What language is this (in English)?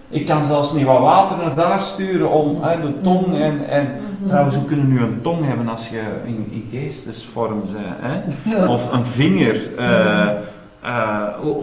Dutch